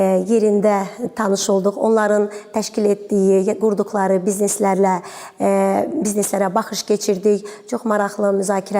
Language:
Azerbaijani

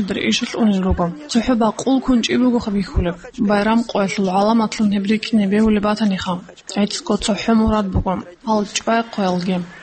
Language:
Avaric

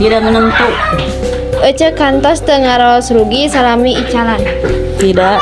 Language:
Sundanese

